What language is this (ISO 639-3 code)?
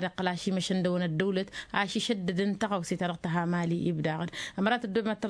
taq